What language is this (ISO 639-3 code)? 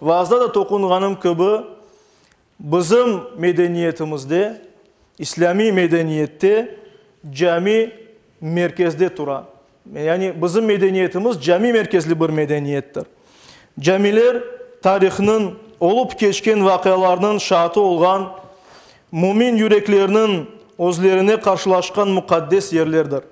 crh